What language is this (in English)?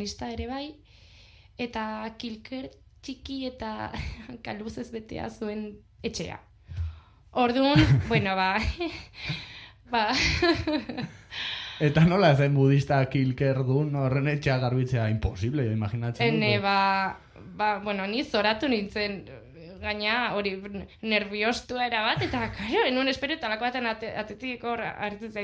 Basque